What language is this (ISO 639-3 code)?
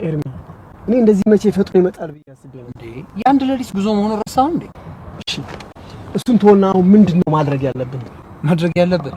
amh